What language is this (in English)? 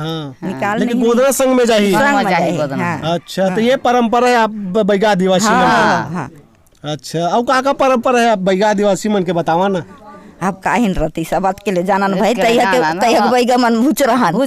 Chhattisgarhi